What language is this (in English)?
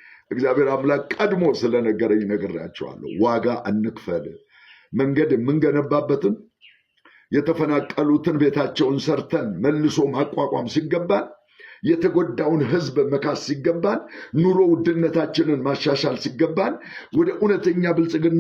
Amharic